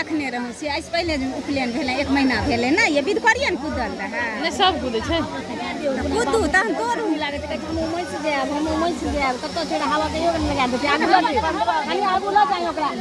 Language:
Maithili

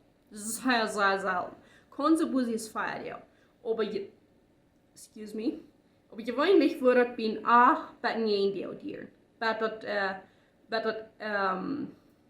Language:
Plautdietsch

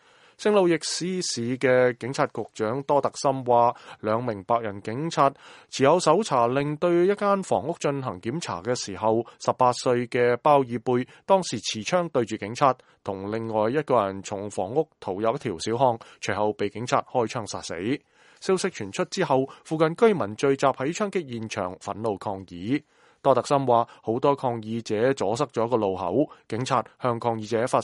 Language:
Cantonese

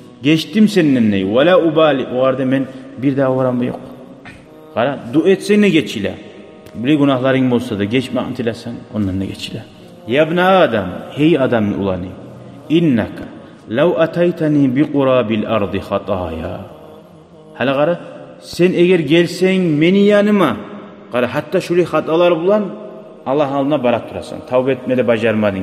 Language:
Kumyk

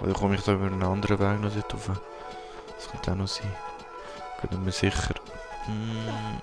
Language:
Swiss German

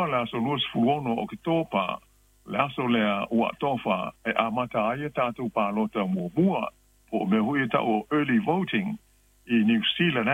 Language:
Samoan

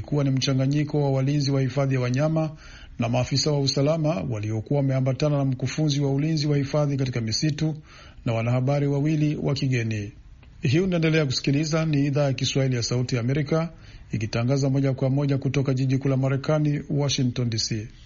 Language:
Swahili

